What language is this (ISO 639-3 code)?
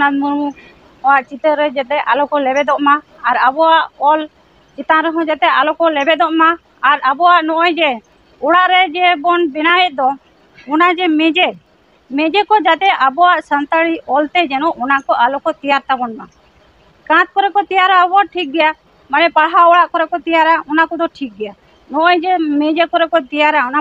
sat